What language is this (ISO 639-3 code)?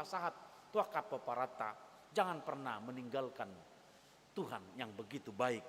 bbc